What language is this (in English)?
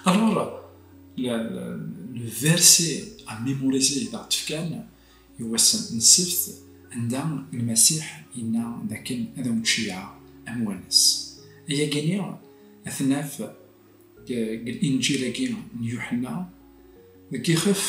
Kabyle